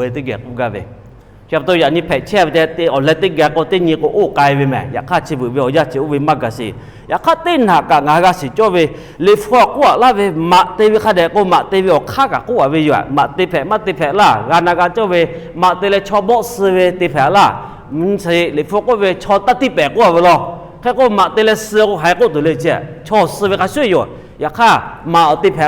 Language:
Lahu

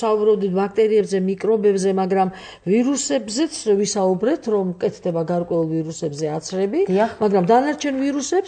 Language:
Georgian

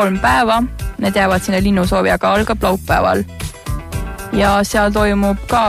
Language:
Estonian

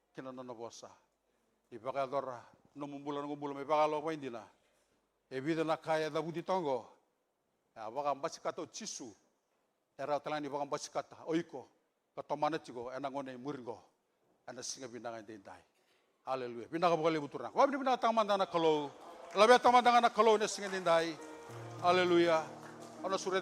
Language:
Fijian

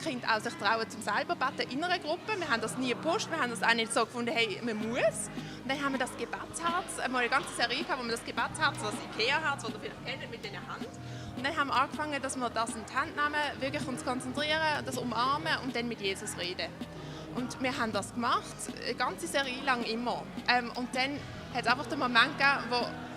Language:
Swiss German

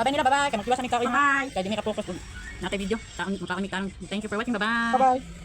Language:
Cebuano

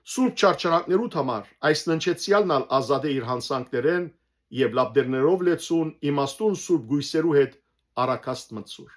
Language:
Western Armenian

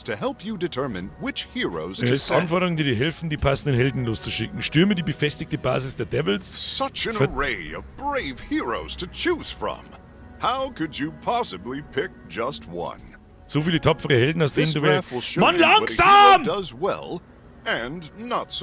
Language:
Bavarian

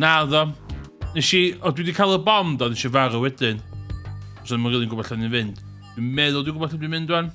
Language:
Welsh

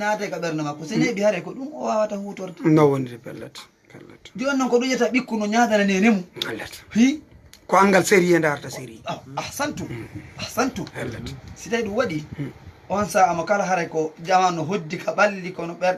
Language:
Fula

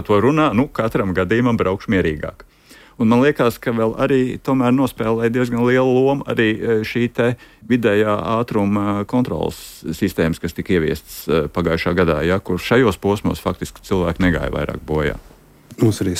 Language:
Latvian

